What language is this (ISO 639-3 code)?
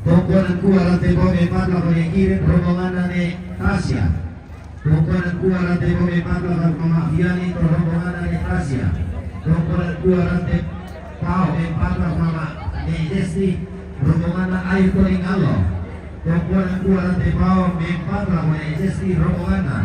sda